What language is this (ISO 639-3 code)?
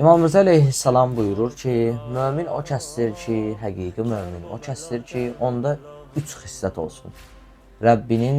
aze